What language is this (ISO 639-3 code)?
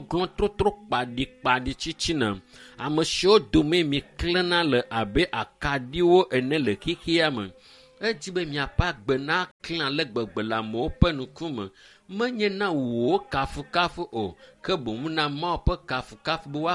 ewe